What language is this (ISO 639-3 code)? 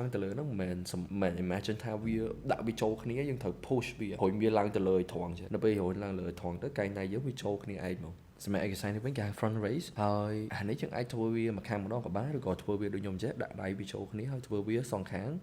khm